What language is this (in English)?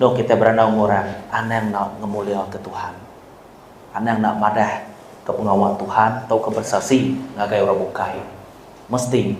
Iban